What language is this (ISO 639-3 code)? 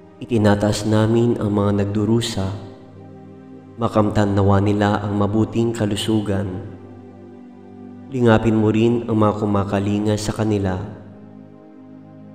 fil